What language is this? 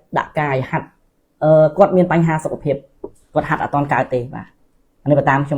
Khmer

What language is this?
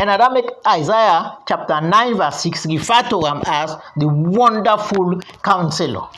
Krio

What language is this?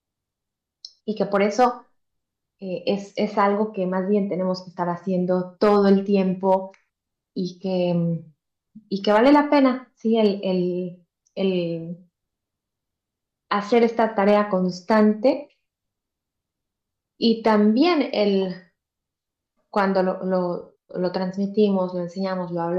Spanish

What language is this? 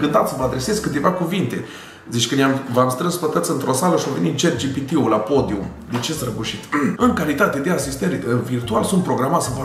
Romanian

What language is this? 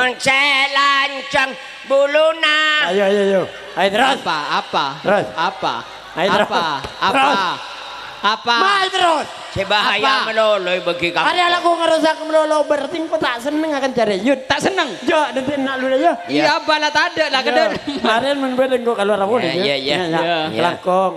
Madurese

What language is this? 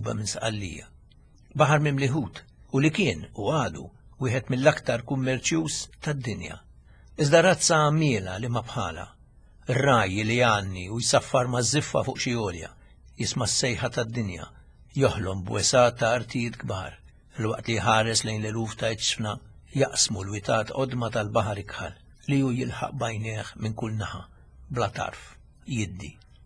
Maltese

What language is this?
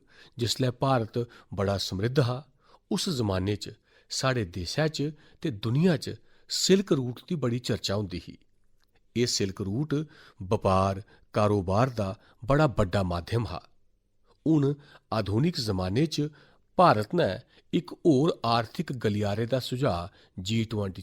Dogri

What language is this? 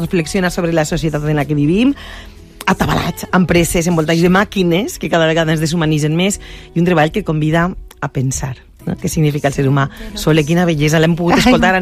Catalan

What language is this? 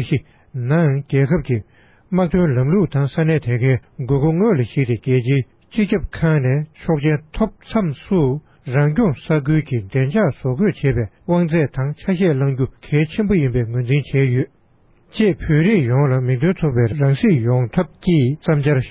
Tibetan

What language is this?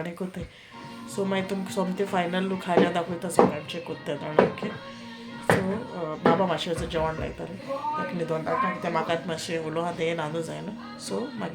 Konkani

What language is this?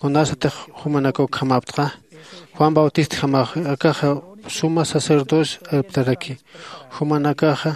Aymara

